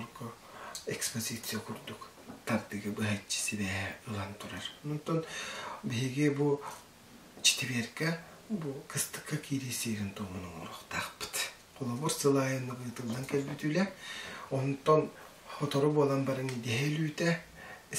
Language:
Yakut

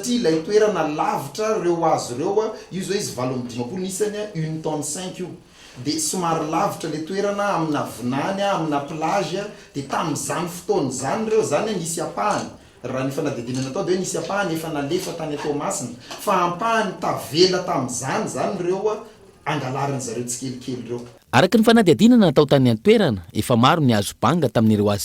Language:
Malagasy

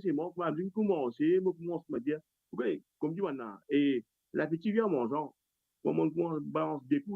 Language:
Morisyen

